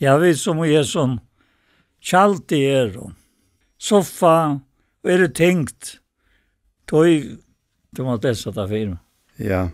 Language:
Faroese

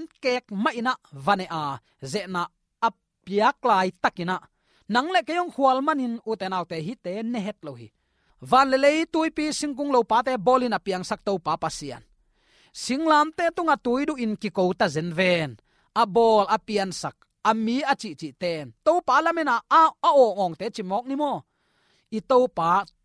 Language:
Tedim Chin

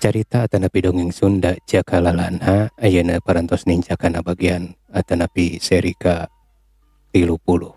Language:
Sundanese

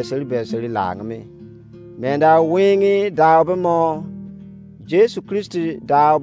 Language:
Izon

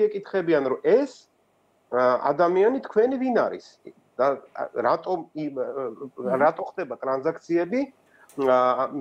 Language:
Georgian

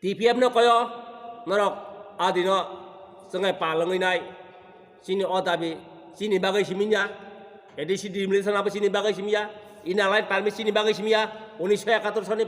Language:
Kok Borok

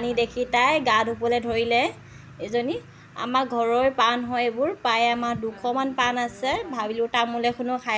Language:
Assamese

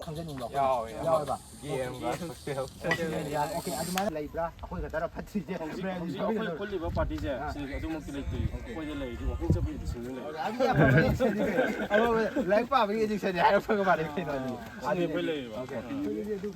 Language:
Manipuri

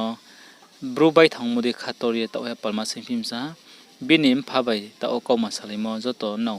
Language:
Riang (India)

